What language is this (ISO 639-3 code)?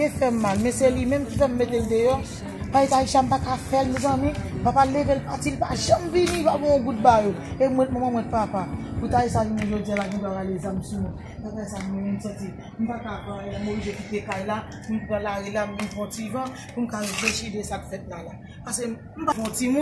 hat